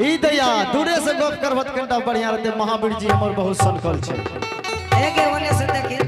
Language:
Angika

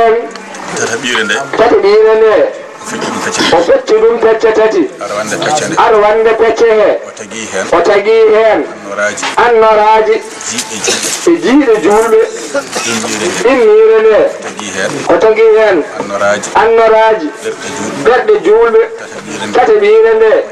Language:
Fula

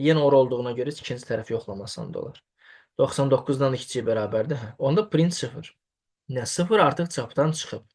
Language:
Azerbaijani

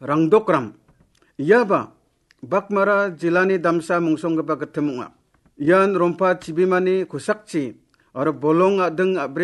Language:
Garo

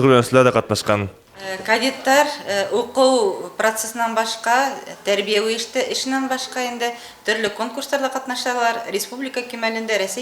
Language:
Bashkir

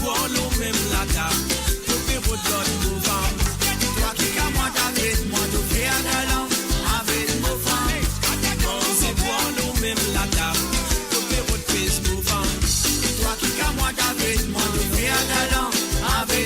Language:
Morisyen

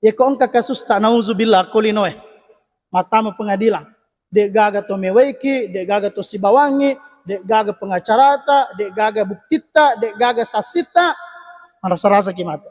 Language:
Buginese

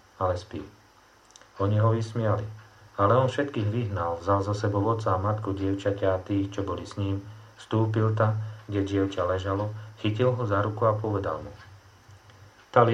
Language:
Slovak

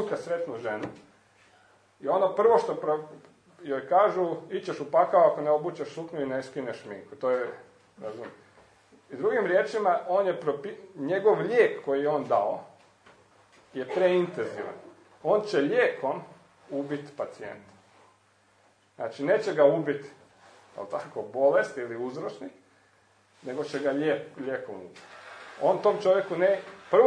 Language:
Croatian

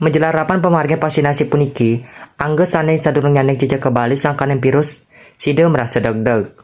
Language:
Balinese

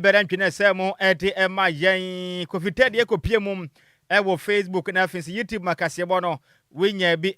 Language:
Akan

